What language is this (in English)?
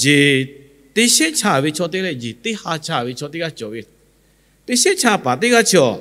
Lahu